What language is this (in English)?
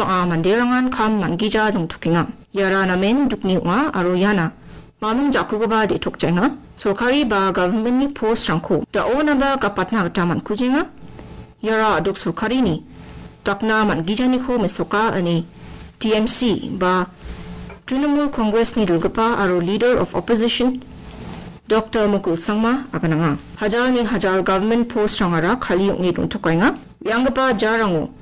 Garo